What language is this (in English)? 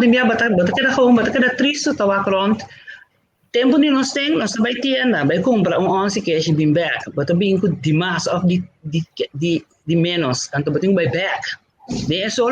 Papiamento